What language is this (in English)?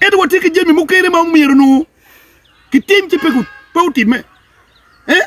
Acoli